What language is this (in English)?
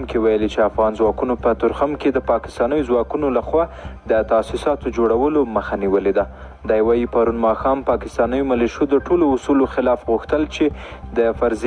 Pashto